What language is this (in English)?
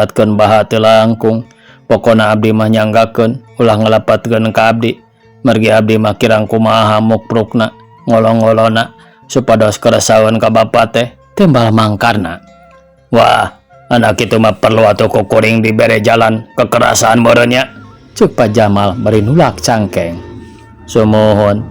Sundanese